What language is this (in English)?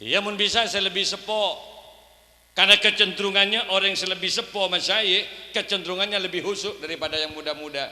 Madurese